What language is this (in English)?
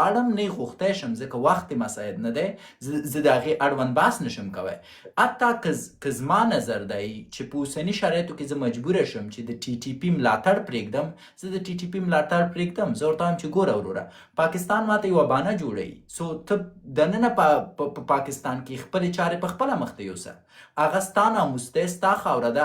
Pashto